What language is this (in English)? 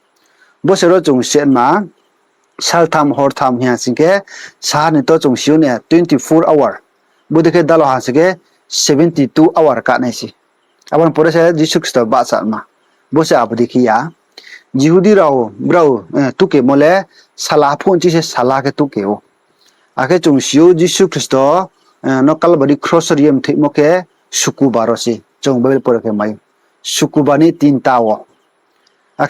Riang (India)